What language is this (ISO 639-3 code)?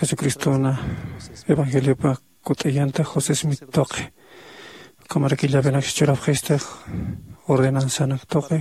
aym